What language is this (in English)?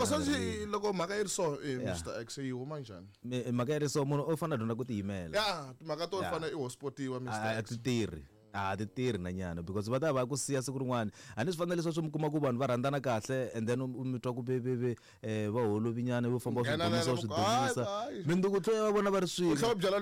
Tsonga